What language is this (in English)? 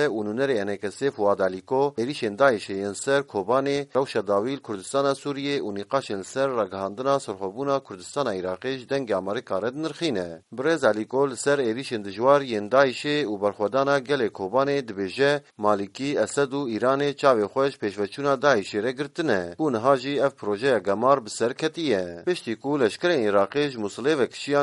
Kurdish